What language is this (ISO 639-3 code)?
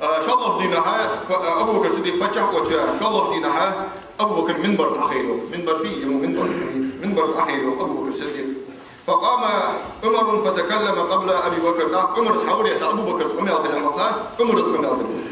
inh